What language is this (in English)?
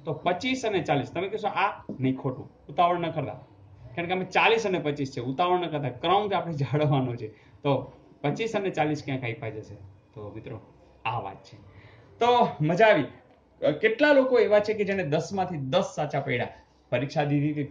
Gujarati